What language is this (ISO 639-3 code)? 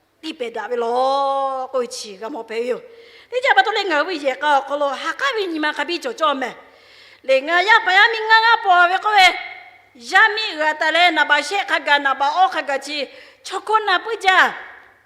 lhu